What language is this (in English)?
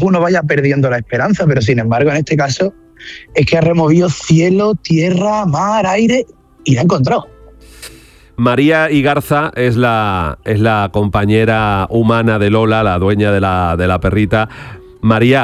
Spanish